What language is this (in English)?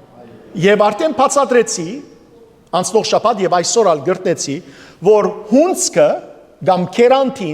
Western Armenian